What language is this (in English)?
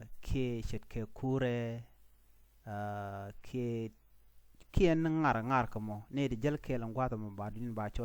Nuer